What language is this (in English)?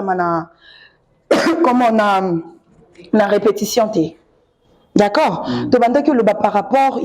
Lingala